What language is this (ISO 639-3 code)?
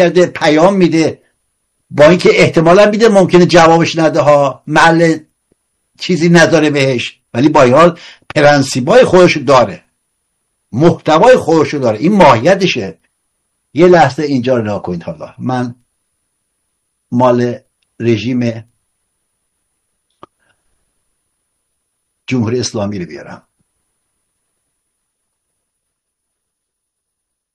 fas